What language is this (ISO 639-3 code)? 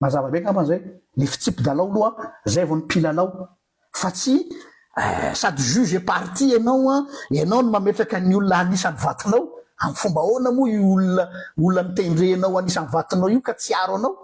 mlg